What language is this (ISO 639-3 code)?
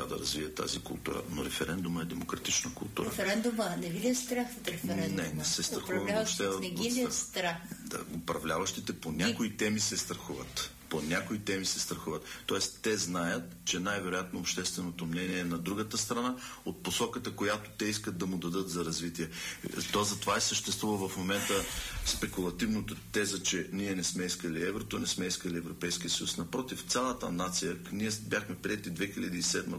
bul